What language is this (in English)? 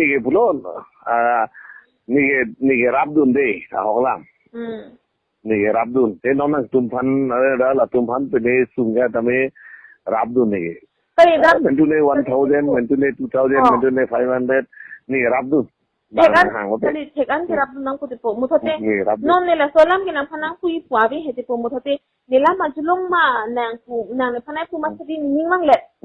Karbi